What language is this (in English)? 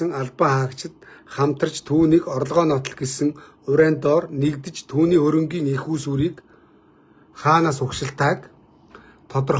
Mongolian